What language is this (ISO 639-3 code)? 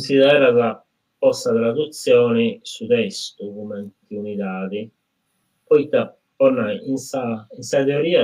srd